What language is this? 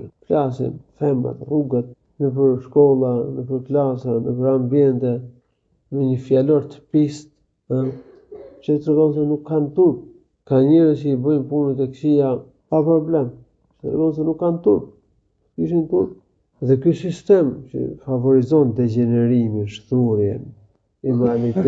Albanian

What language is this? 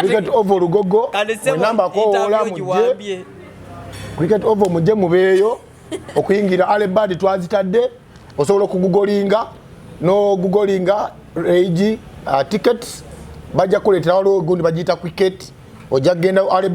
Ganda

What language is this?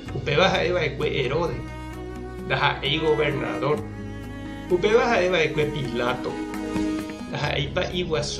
Guarani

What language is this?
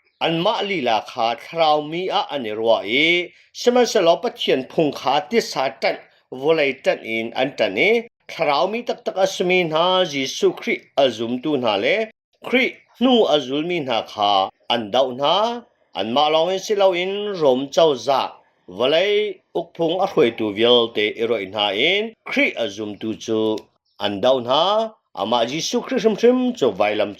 Hakha Chin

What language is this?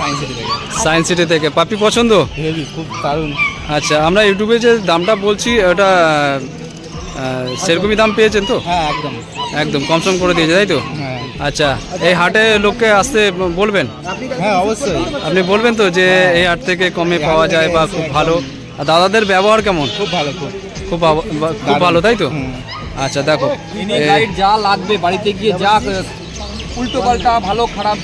Bangla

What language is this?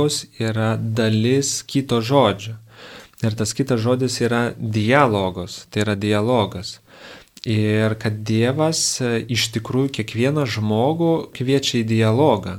Lithuanian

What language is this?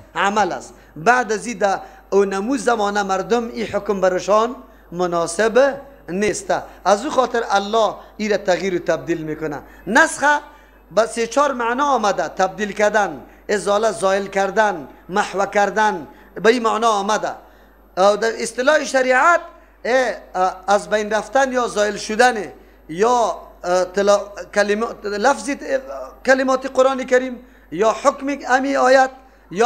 Persian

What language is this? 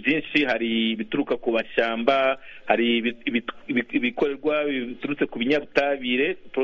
Kinyarwanda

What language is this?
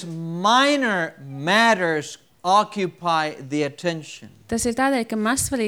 Latvian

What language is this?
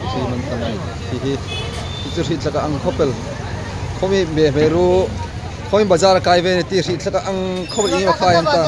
Hmar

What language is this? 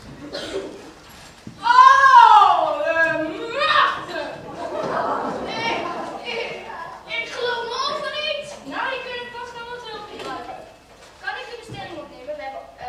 Dutch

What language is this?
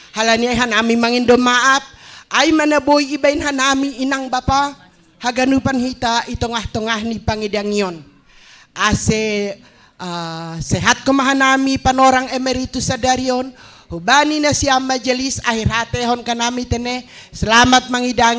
Batak Simalungun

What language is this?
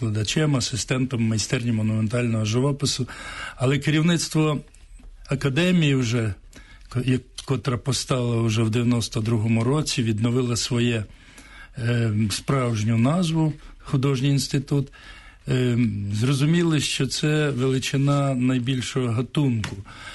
Ukrainian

